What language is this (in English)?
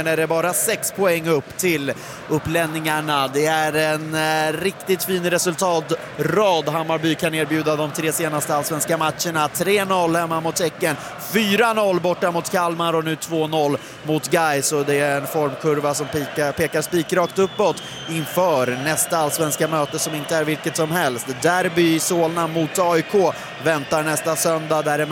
Swedish